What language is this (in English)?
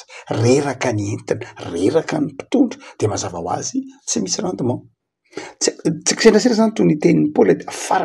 Malagasy